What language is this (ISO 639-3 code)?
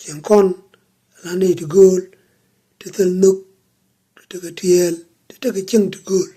nus